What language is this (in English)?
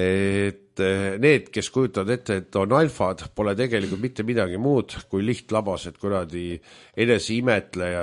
Estonian